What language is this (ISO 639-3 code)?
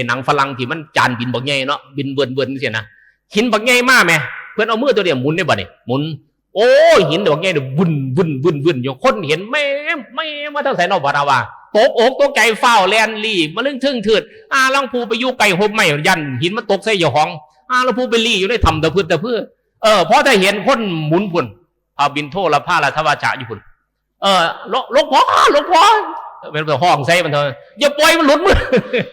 tts